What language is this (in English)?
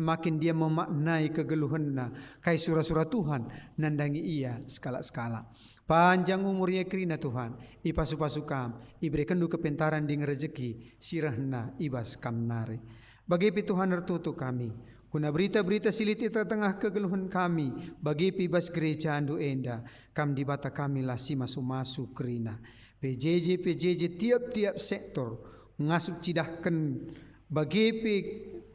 Batak Karo